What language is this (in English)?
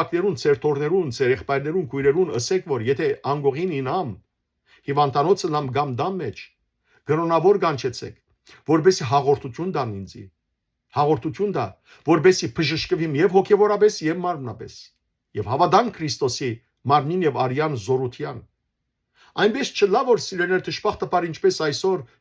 Western Armenian